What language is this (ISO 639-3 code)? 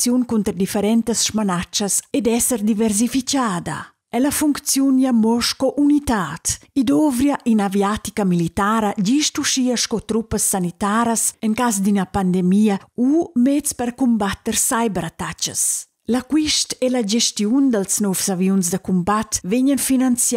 roh